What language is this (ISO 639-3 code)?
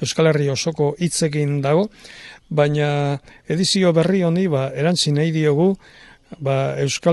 eus